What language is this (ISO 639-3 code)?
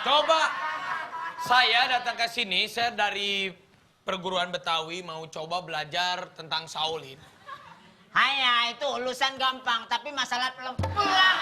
bew